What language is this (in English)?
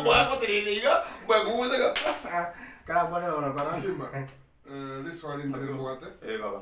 Gusii